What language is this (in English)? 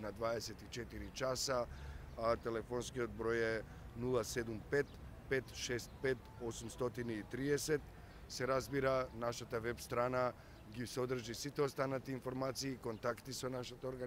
Macedonian